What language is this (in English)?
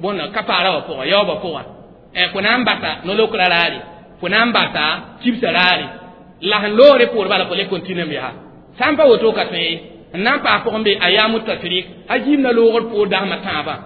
Mossi